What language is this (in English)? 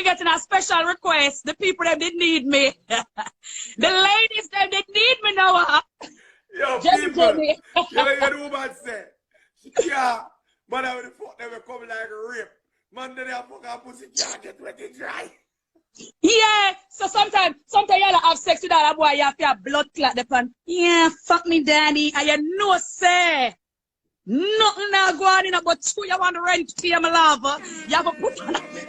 Jamaican Creole English